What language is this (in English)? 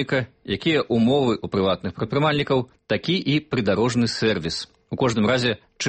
Belarusian